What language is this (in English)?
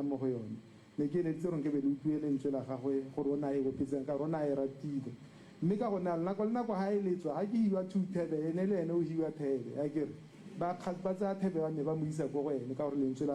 Tswana